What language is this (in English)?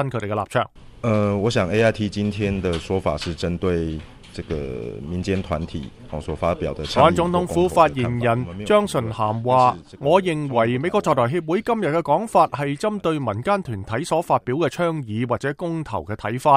Cantonese